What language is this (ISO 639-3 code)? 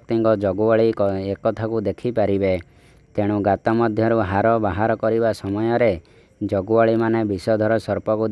ori